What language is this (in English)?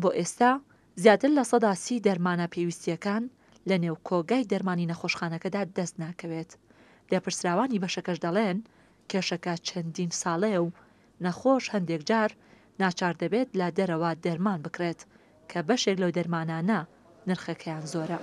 Central Kurdish